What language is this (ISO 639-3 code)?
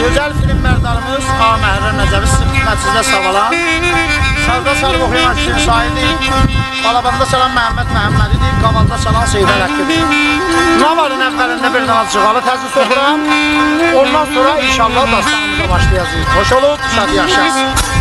azb